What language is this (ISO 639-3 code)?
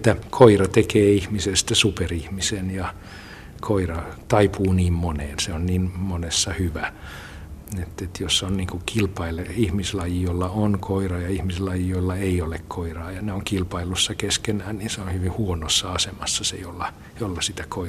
fin